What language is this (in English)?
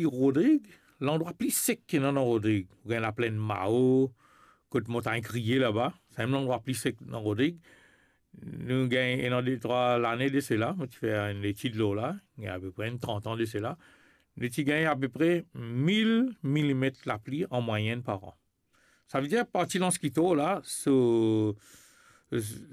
Morisyen